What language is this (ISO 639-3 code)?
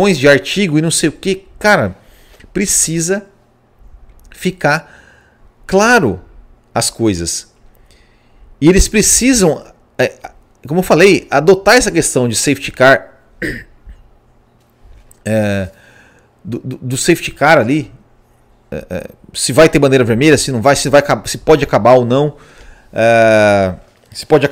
por